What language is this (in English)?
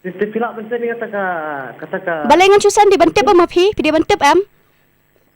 Khasi